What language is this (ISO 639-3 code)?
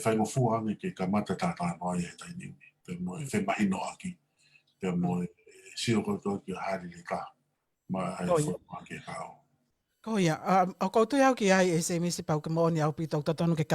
ton